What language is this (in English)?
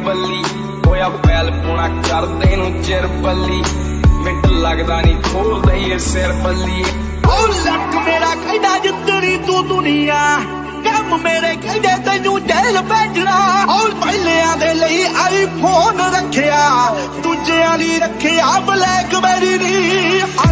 Punjabi